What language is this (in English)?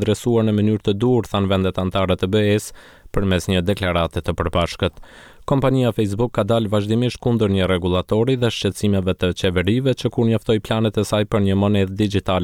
Albanian